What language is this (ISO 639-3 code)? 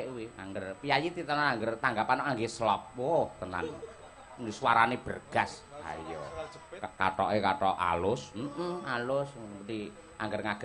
jav